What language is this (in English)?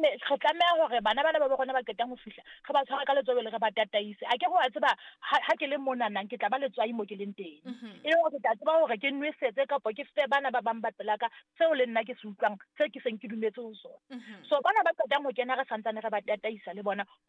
Southern Sotho